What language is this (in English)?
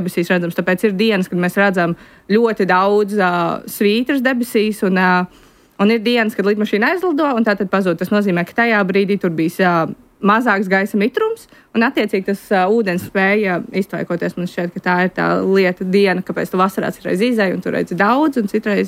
Latvian